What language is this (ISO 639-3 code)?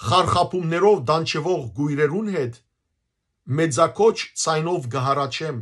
hyw